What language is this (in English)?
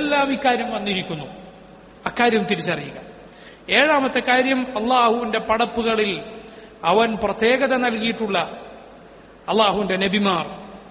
Malayalam